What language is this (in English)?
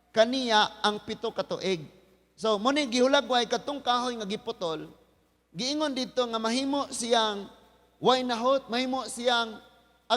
Cebuano